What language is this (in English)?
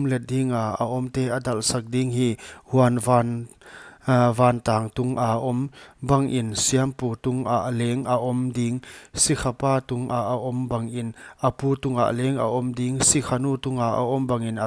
Paite Chin